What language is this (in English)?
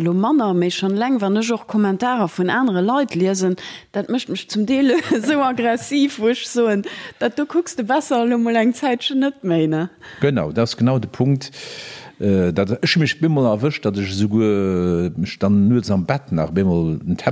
Luxembourgish